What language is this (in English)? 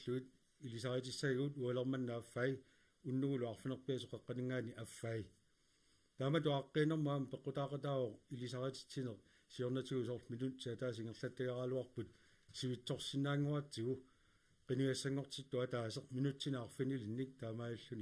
Kalaallisut